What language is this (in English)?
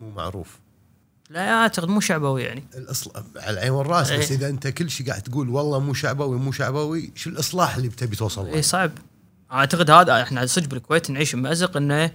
Gulf Arabic